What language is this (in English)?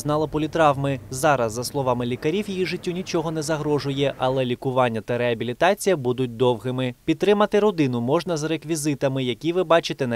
Ukrainian